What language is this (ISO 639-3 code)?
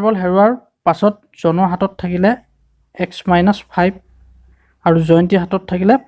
asm